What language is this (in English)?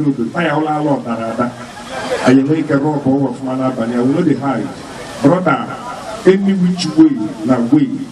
Igbo